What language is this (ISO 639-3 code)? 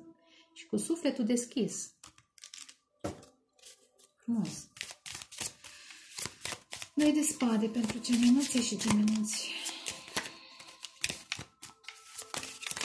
ron